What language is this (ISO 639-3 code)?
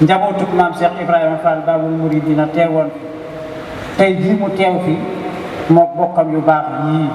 wol